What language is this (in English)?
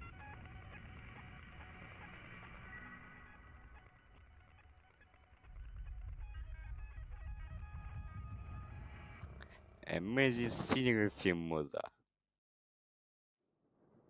Russian